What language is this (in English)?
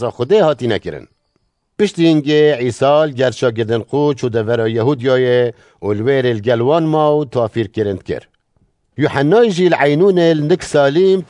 Kurdish